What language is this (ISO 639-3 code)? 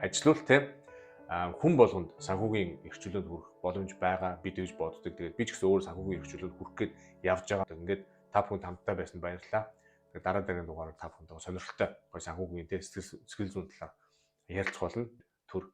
mon